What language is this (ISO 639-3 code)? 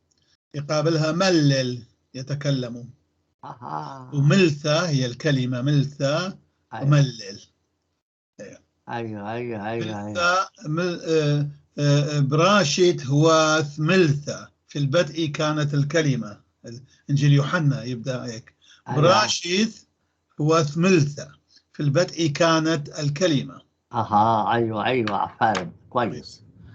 apc